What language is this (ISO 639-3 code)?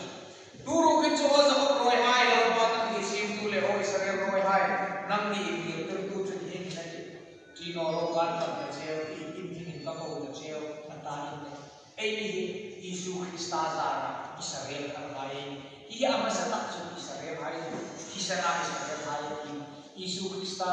hmr